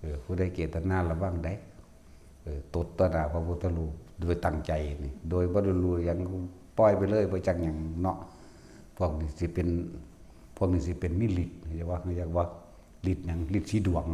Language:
Northeastern Thai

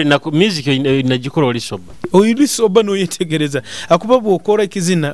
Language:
Nyoro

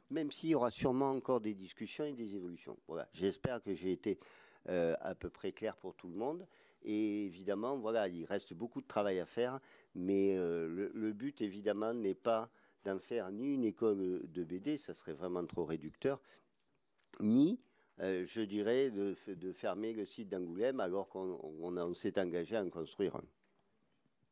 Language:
French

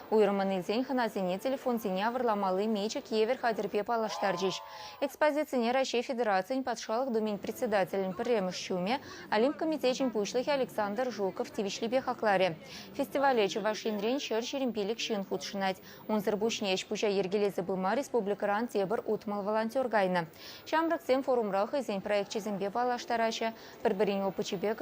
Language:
Chuvash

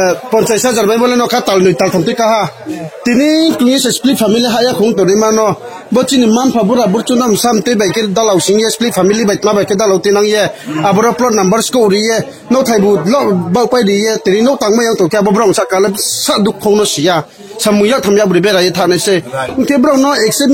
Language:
Riang (India)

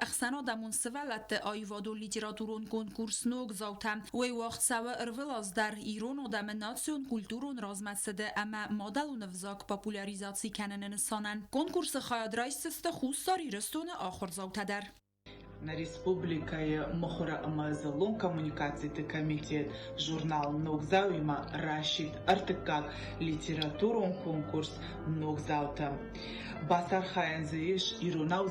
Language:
Ossetic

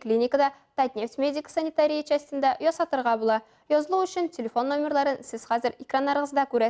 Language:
Tatar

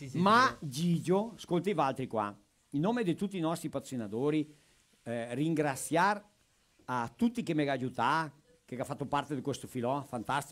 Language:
Venetian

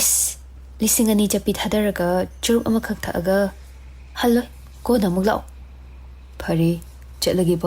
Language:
Manipuri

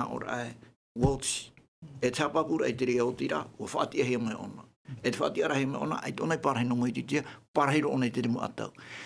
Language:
Tahitian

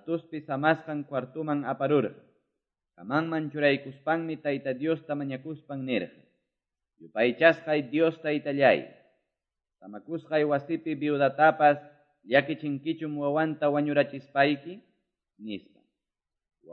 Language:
Quechua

